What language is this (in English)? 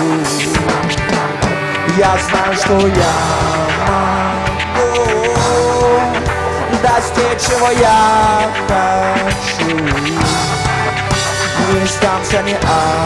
Russian